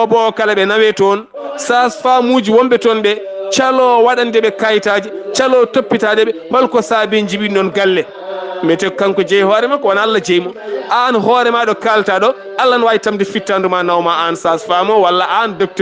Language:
Fula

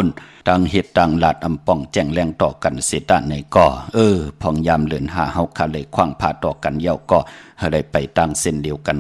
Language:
Shan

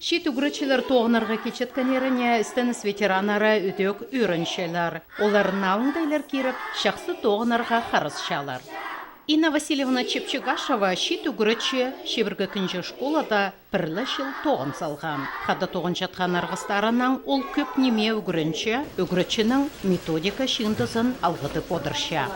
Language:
Khakas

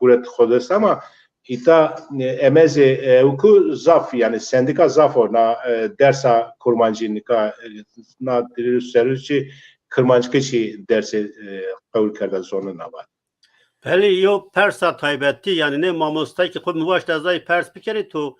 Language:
Zaza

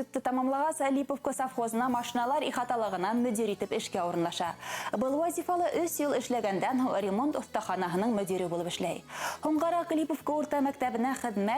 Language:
Bashkir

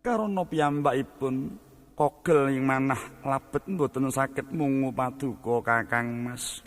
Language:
Javanese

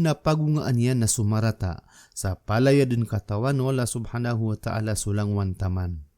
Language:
Maranao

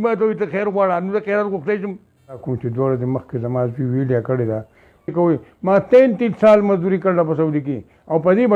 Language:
Pashto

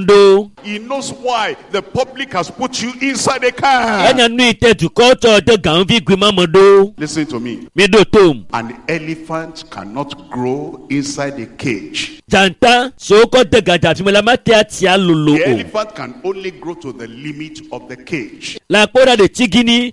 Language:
Ewe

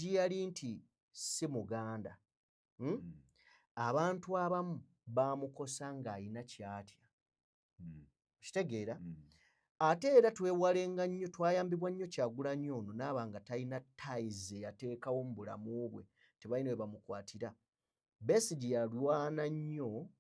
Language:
Ganda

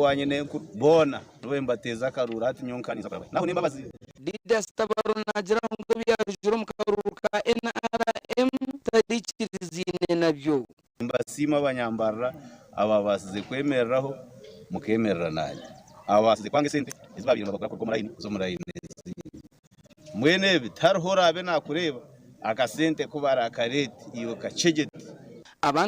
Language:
Nyankole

